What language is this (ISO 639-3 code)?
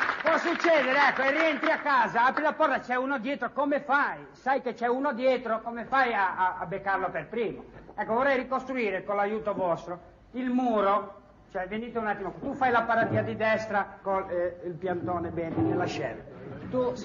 ita